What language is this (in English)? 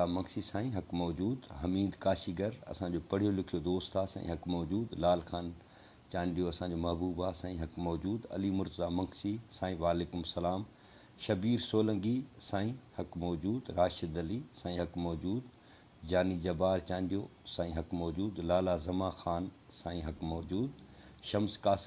Sindhi